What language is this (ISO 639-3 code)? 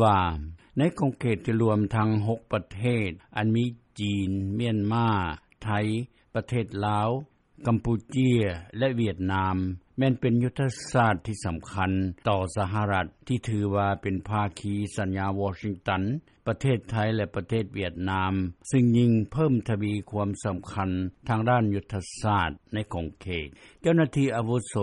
lao